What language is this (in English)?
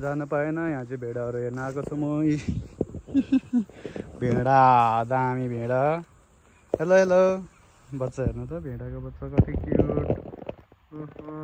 Nepali